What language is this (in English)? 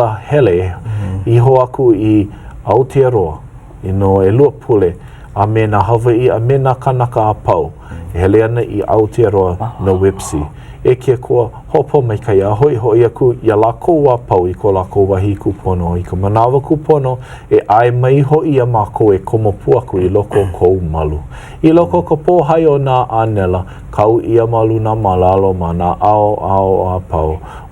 Hawaiian